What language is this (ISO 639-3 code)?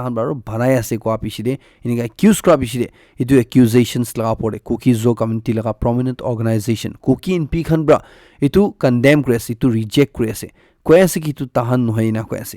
nag